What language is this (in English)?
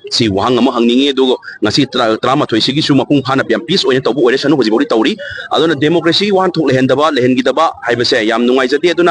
Manipuri